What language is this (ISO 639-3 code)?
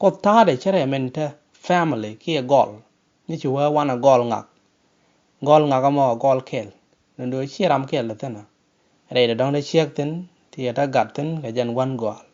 nus